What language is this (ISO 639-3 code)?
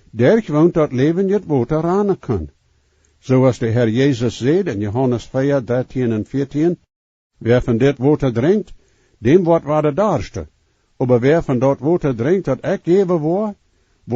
pdt